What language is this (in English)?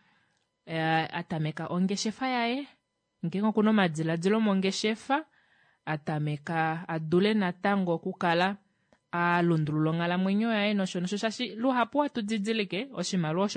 Kuanyama